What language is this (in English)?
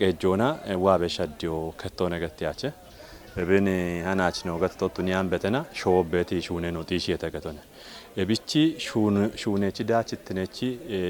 Kafa